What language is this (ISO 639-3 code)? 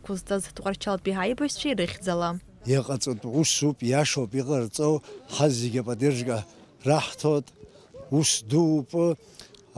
abk